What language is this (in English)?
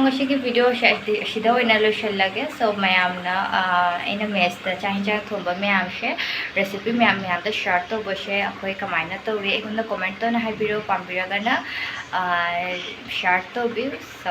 Manipuri